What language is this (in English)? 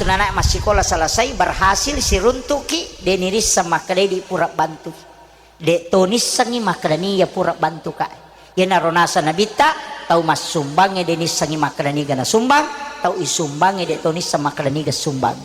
Buginese